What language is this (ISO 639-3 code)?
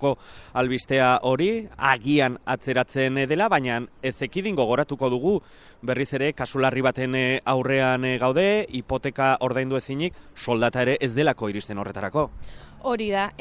eus